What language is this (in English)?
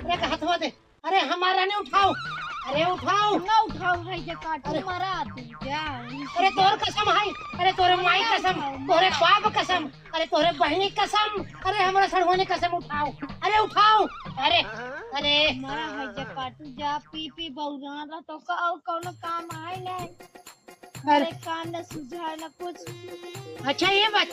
Awadhi